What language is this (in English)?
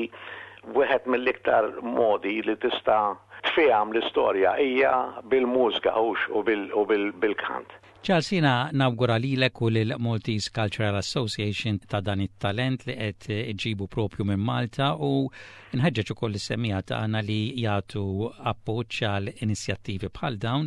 Maltese